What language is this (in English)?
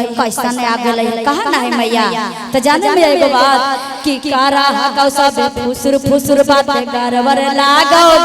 Magahi